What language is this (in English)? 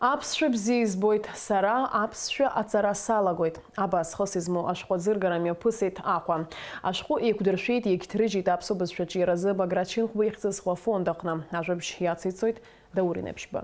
Abkhazian